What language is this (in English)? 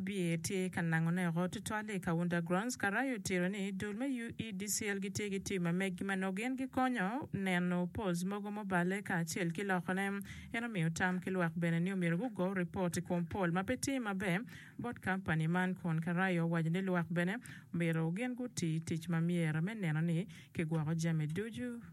Acoli